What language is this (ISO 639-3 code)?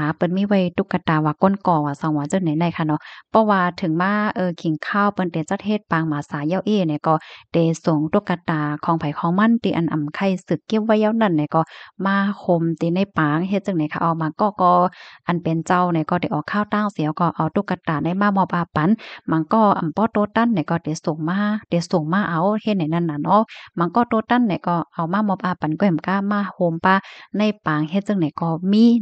shn